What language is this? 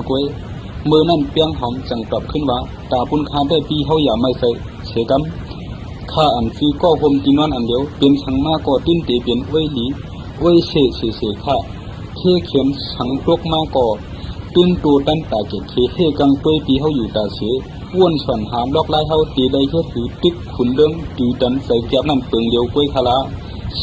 Shan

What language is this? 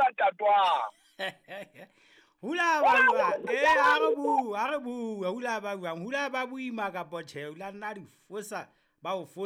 Southern Sotho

